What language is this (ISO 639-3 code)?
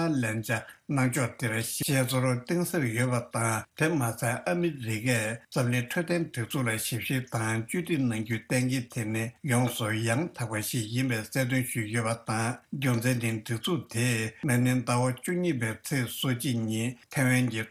bod